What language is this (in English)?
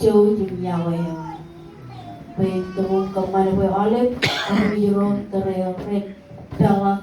Marshallese